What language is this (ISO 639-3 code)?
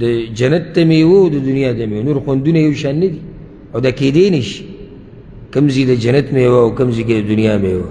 pus